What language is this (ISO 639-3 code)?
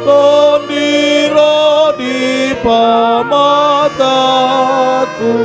bbc